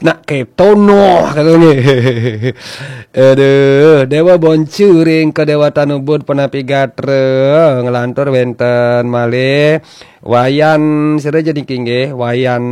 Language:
Balinese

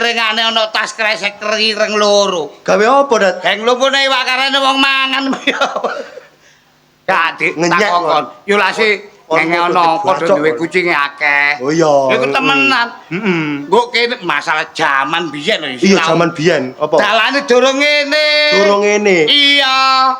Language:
Javanese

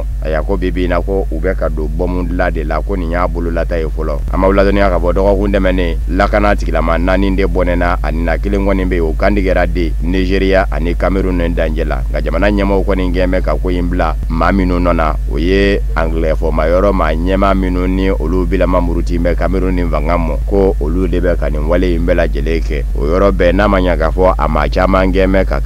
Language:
Bambara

